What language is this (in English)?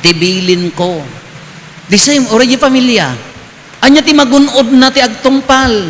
Iloko